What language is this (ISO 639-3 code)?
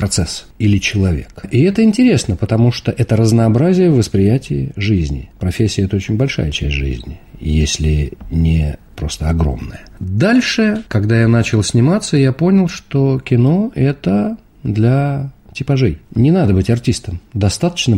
rus